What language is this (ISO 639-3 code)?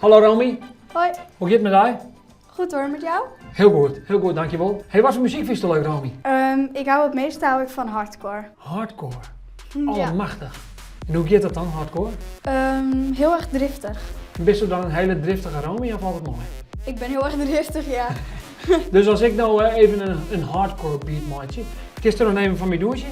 fry